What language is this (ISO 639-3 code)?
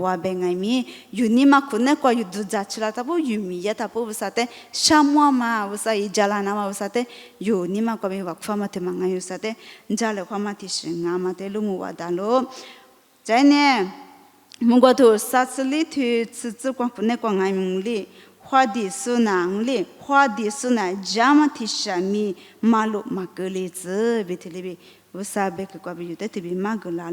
lis